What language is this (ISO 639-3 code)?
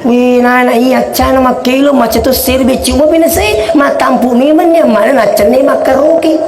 bug